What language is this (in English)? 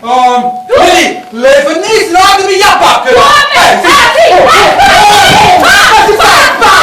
Neapolitan